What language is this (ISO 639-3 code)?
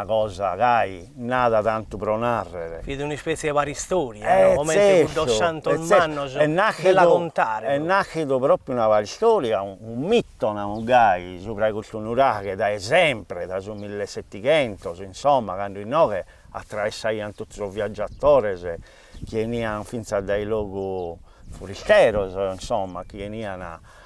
srd